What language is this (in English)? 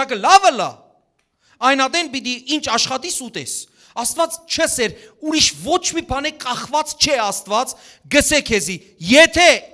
Western Armenian